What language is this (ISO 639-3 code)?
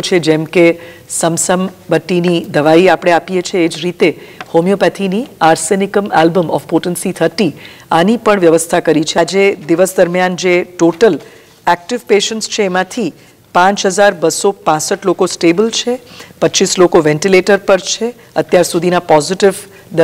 guj